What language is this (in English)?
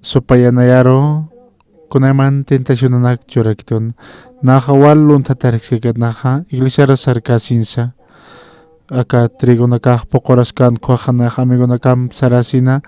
Aymara